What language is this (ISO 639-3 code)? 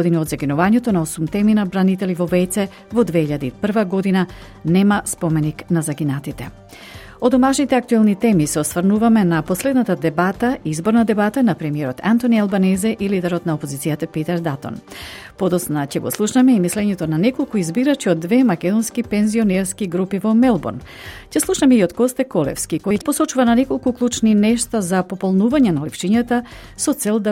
mkd